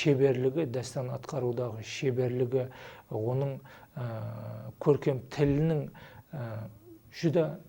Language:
Kara-Kalpak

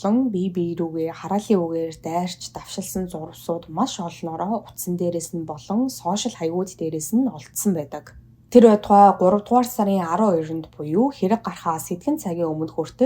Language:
Mongolian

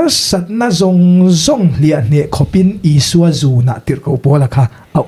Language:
Mizo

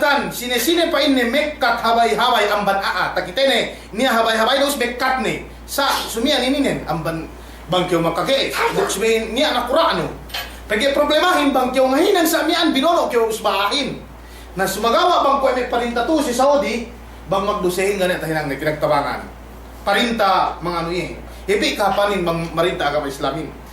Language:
Yakan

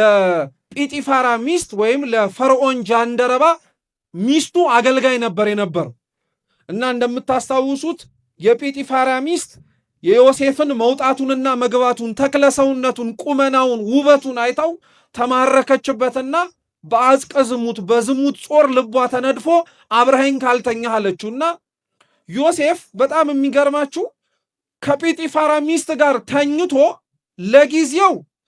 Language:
Amharic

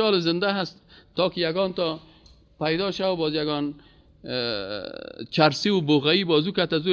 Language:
Persian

